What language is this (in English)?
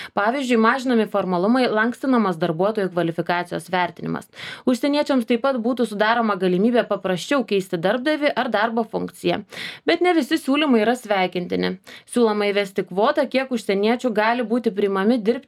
Lithuanian